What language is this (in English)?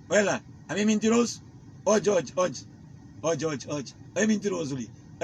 Kabuverdianu